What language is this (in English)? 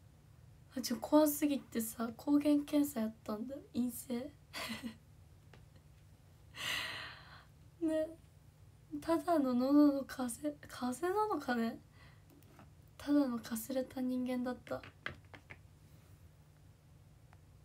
Japanese